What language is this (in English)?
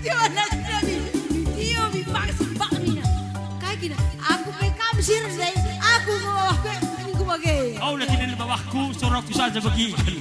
Batak Karo